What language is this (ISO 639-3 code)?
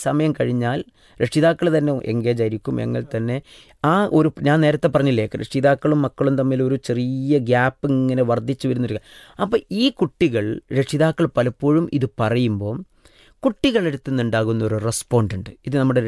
mal